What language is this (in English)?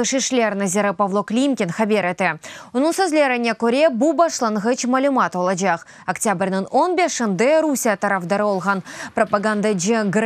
Crimean Tatar